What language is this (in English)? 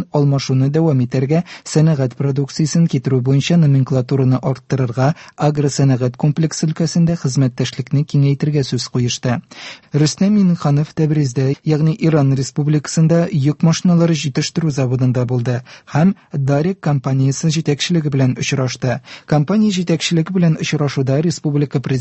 Tatar